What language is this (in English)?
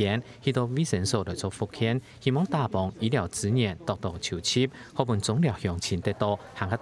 Hakka Chinese